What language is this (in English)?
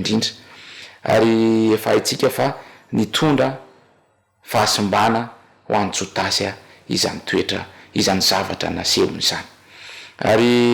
Malagasy